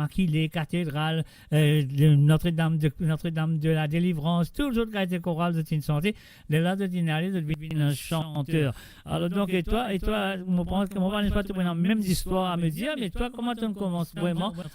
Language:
Morisyen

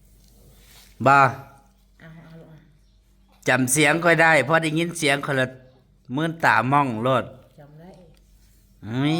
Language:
Northeastern Thai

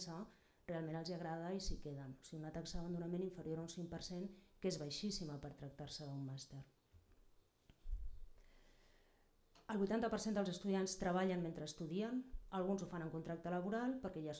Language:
Catalan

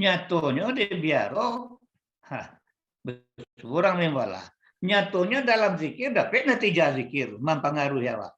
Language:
Minangkabau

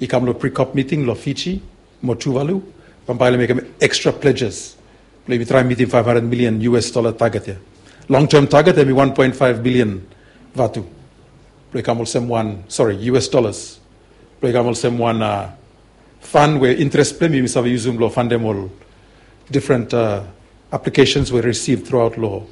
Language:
Bislama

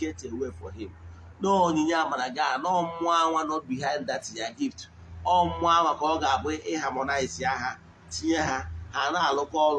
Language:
Igbo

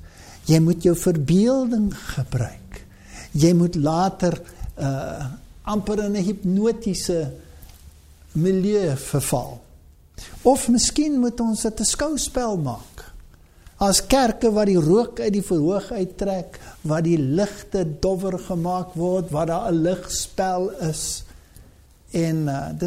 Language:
Afrikaans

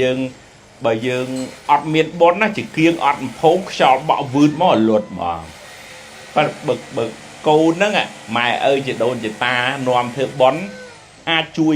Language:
Khmer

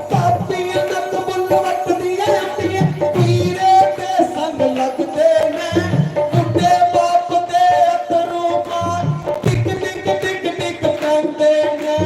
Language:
Dogri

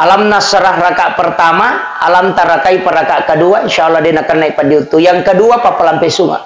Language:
Buginese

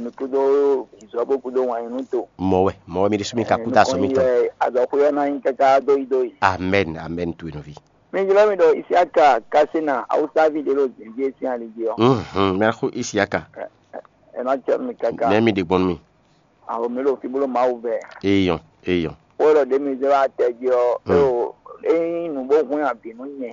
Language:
Fon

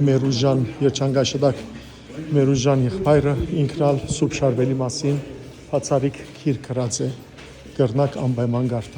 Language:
Western Armenian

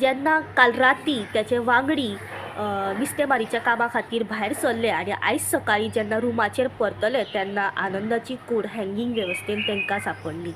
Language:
Konkani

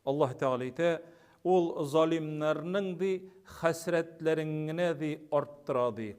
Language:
Tatar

